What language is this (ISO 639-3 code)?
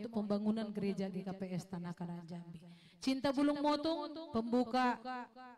bts